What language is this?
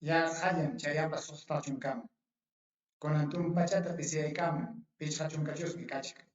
Ayacucho Quechua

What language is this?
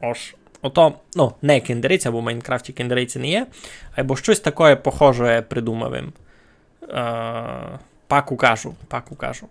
Rusyn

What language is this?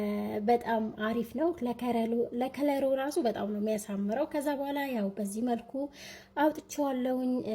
Amharic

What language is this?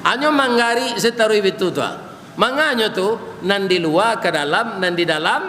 Minangkabau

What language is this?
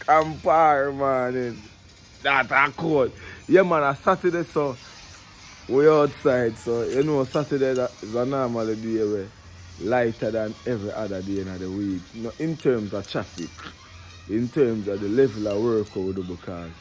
Jamaican Creole English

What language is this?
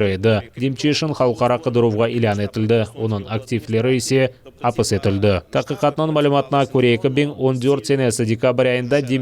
Crimean Tatar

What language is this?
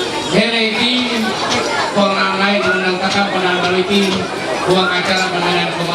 Ma'anyan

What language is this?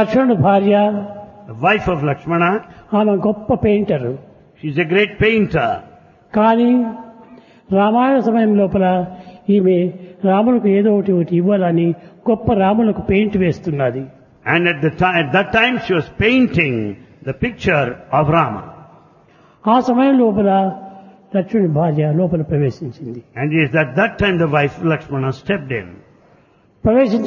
Telugu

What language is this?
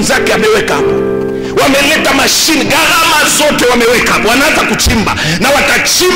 Swahili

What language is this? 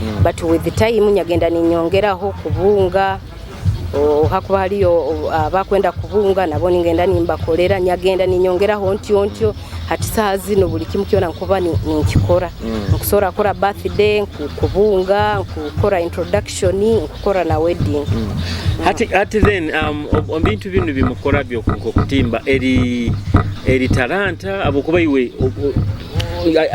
Nyoro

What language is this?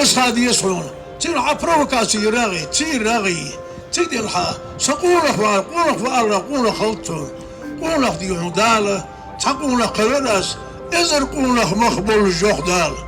Ingush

